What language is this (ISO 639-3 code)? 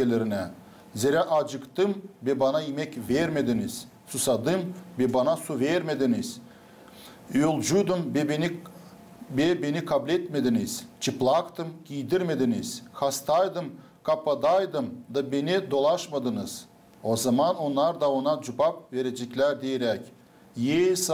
gag